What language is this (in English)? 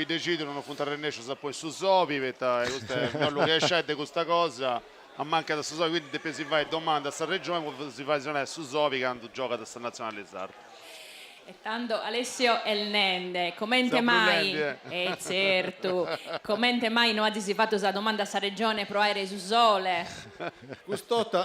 Sardinian